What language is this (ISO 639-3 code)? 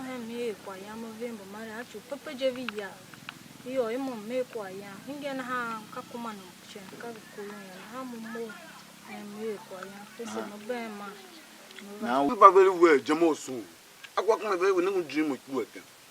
tiv